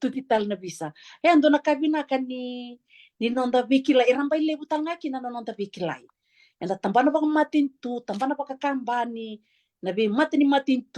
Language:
Fijian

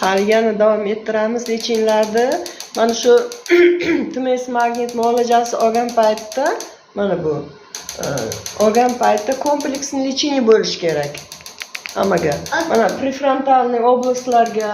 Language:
Uzbek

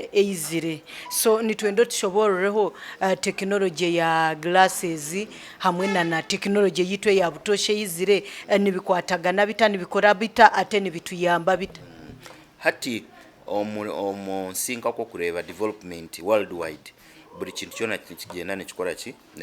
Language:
Nyankole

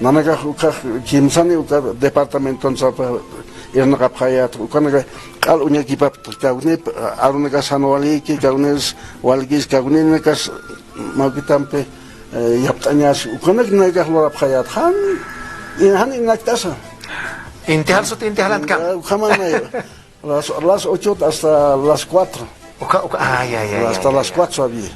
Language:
Aymara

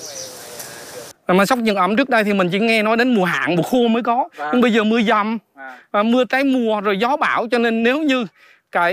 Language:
Vietnamese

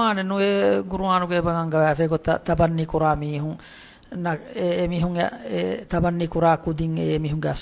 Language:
Divehi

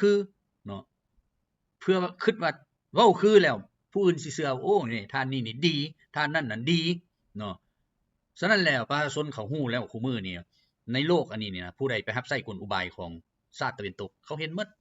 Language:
Lao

